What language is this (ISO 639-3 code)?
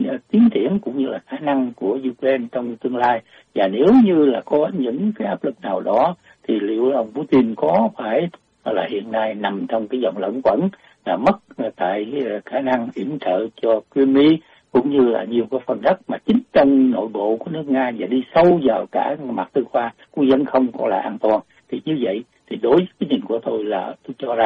vie